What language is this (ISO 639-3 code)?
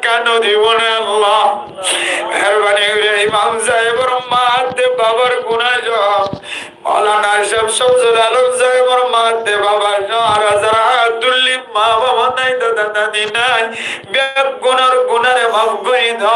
rhg